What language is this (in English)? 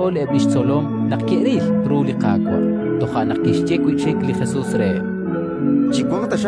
Kekchí